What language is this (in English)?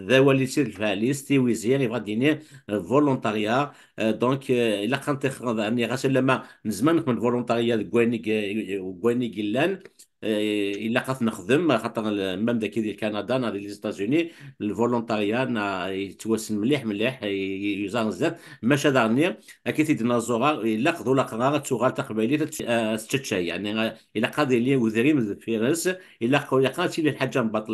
Kabyle